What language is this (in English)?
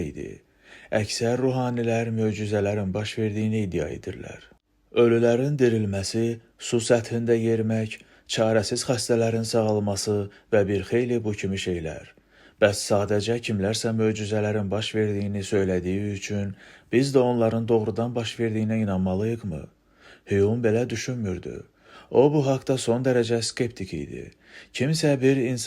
Azerbaijani